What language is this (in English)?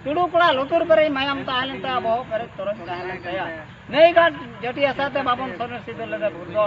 Santali